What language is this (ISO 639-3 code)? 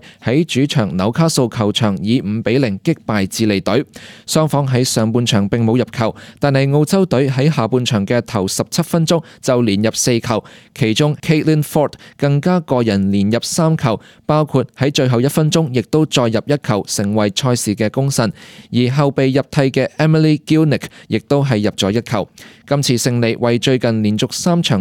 yue